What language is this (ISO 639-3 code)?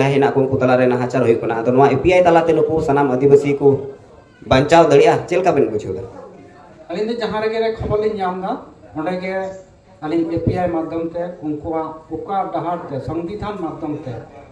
sat